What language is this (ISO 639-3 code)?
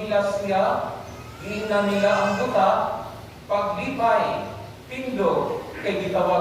ceb